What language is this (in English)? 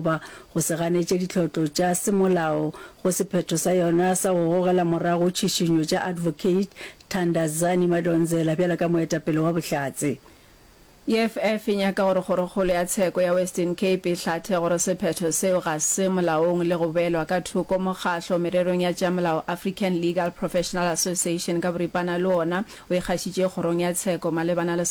Northern Sotho